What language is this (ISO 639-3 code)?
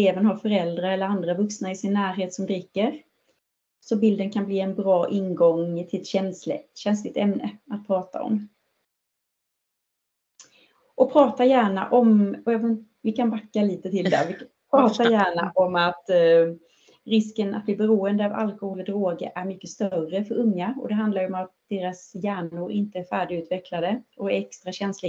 swe